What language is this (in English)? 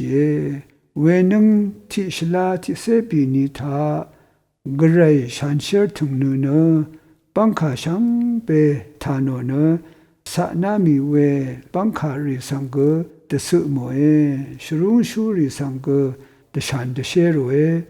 Rawang